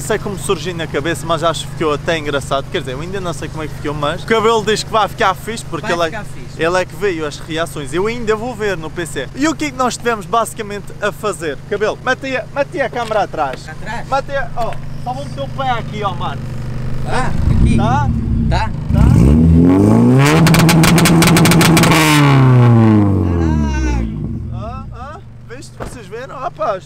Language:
Portuguese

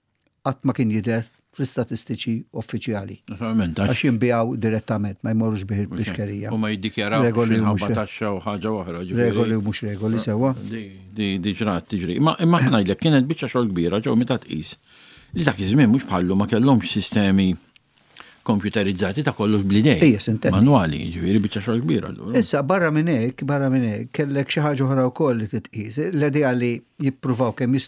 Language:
Maltese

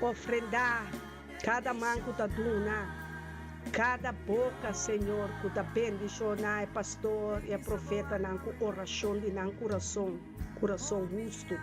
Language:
Papiamento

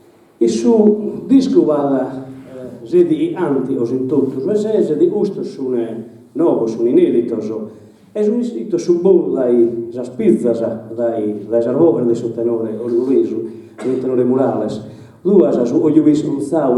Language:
Sardinian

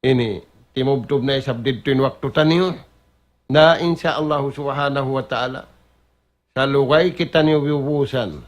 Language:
Tausug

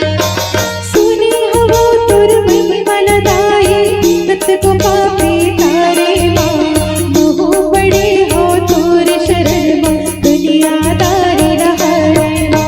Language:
Chhattisgarhi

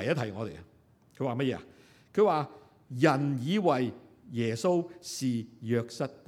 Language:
Cantonese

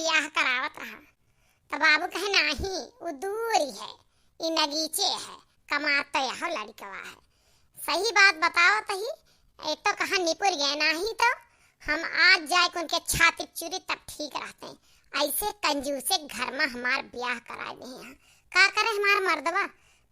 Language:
Awadhi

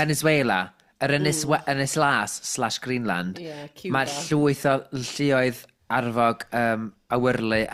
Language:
Welsh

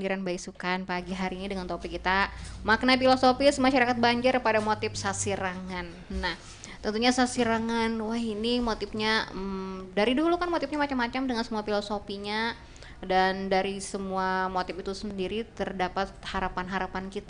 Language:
Banjar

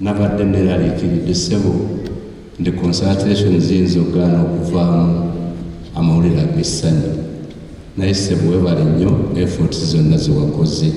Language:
Ganda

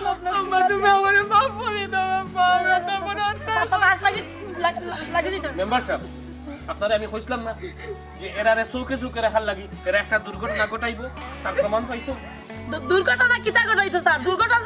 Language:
Sylheti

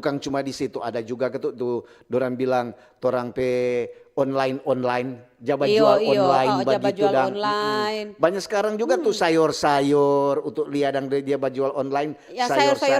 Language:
Manado Malay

